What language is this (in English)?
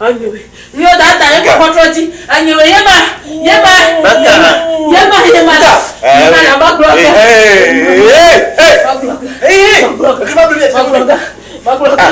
Ewe